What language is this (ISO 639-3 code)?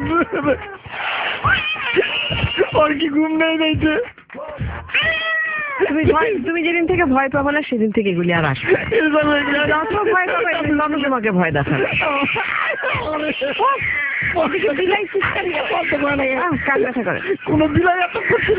ben